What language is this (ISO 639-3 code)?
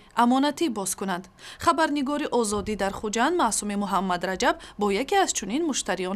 tgk